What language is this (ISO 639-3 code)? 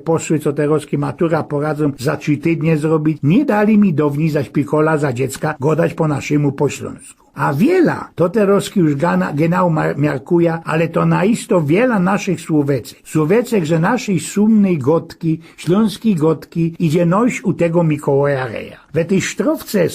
szl